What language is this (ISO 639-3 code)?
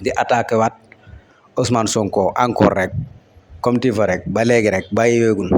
wol